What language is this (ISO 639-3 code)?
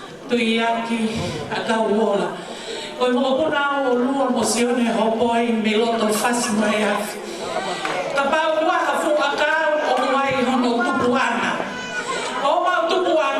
ton